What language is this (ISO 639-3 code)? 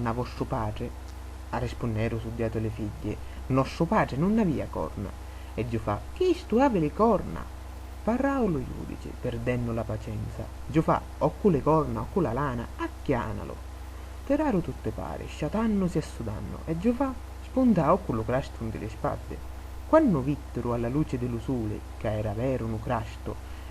scn